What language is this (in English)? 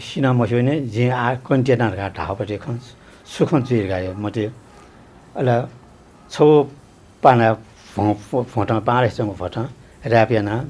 Newari